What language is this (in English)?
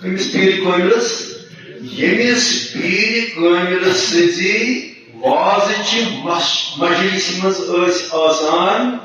Kashmiri